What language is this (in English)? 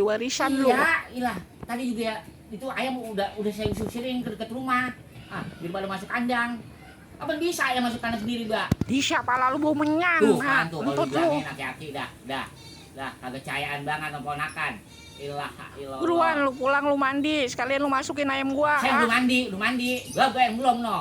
Betawi